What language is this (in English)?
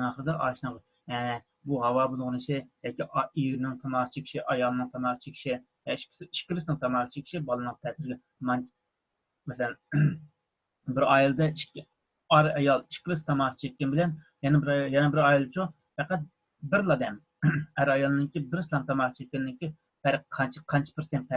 Uyghur